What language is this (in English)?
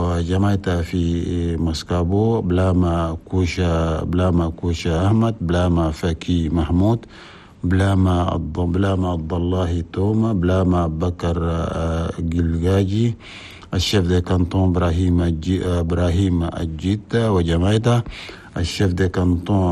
Chadian Arabic